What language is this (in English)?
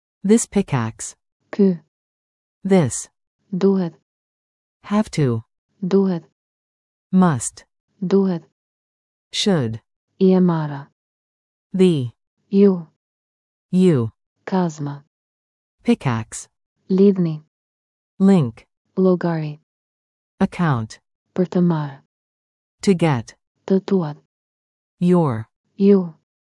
Albanian